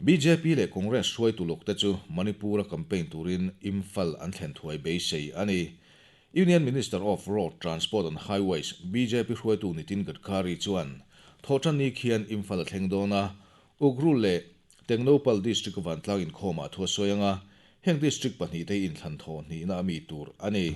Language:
Mizo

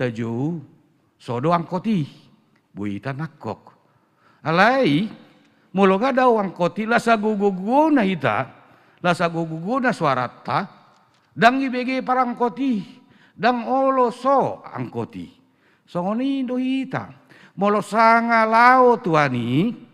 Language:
Batak Toba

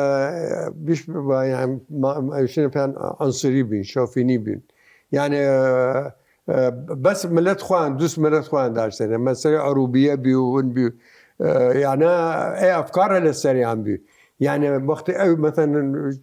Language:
Southern Kurdish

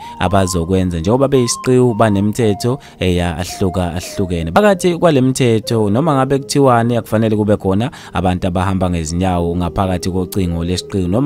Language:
Zulu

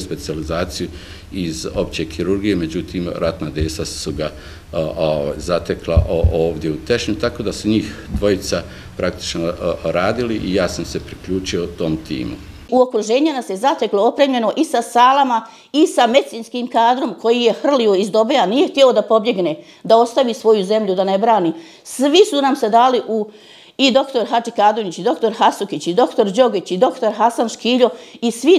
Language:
Bosnian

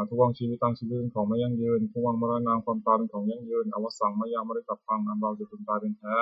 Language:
Pali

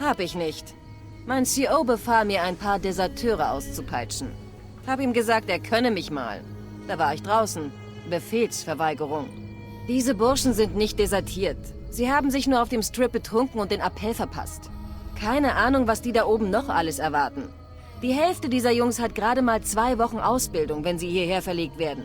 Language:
Bavarian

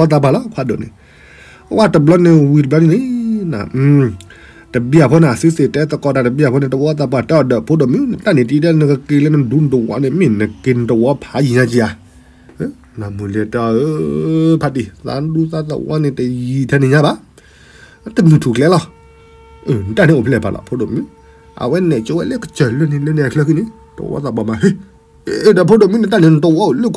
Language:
S'gaw Karen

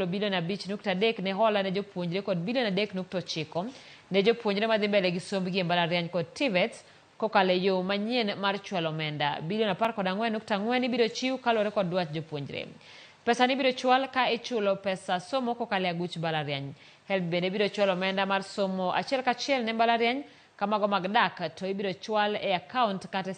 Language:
Luo (Kenya and Tanzania)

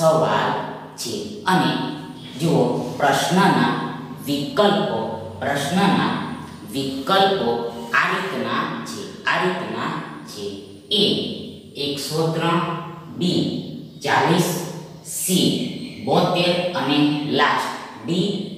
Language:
Gujarati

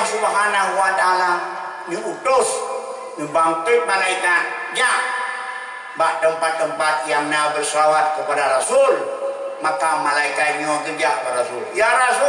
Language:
Achinese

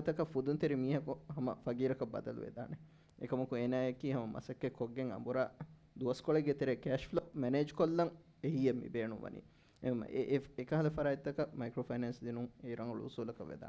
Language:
Divehi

